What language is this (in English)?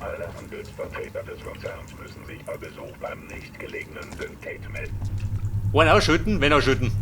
Bavarian